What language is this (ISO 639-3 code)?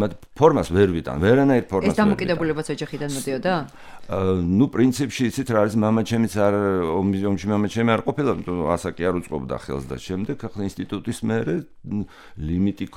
kat